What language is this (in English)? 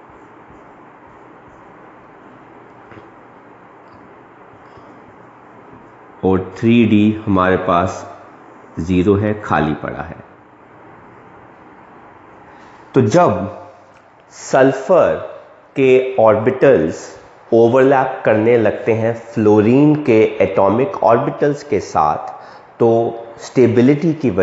Hindi